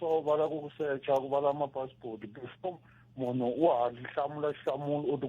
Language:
Tsonga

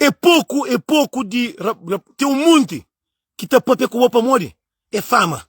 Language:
Kabuverdianu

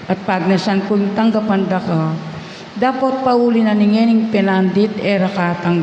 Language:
Pampanga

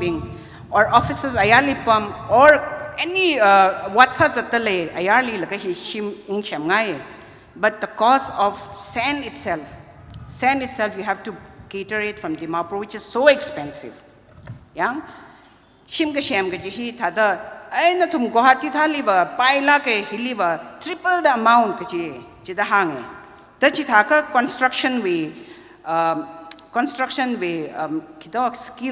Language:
Tangkhul Naga (India)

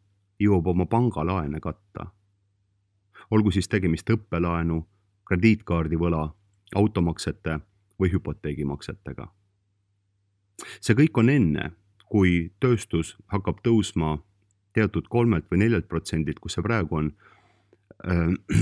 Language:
Estonian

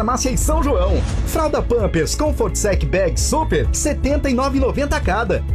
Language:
Portuguese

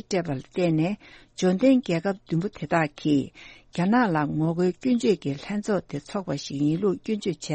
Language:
Tibetan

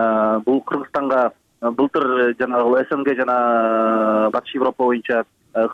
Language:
Kyrgyz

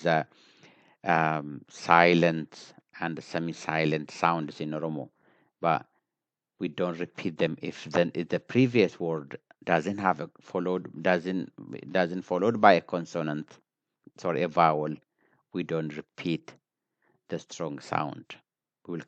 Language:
English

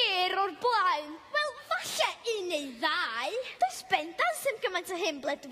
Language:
Welsh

